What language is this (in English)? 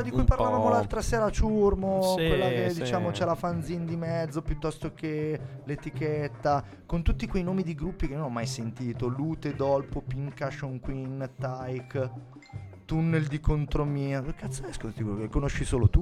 Italian